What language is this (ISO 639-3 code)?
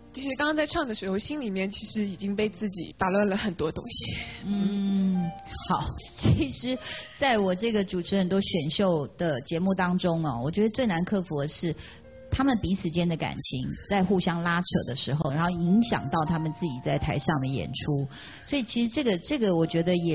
zho